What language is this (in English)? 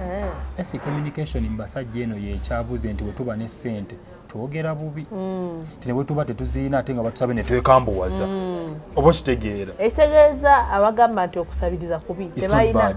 Ganda